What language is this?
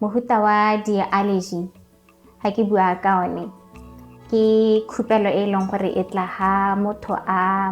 Tswana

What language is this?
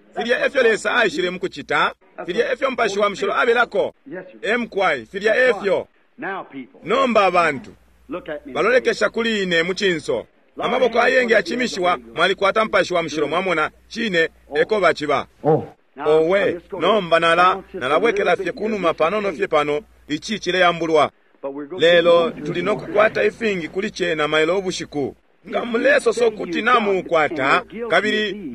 Bemba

